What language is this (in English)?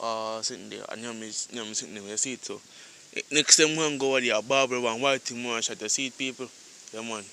Jamaican Creole English